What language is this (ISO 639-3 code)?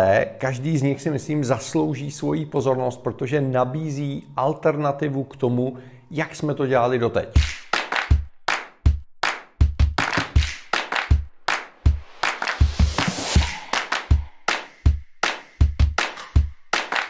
ces